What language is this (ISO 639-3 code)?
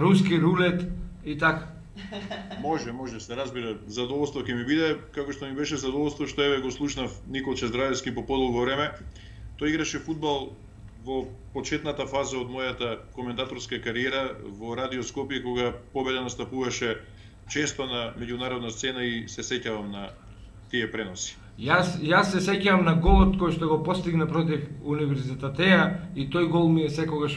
mkd